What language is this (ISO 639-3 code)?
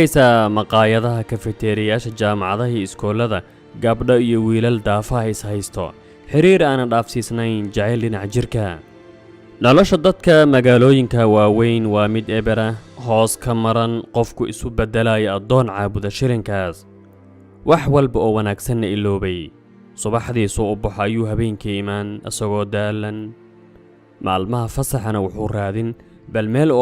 som